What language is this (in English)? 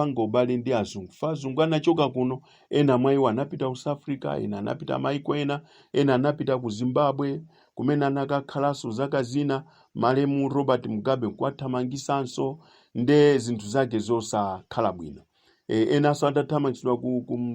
Nyanja